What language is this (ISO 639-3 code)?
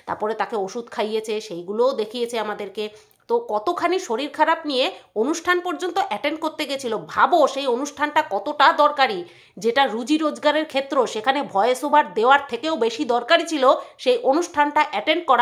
ben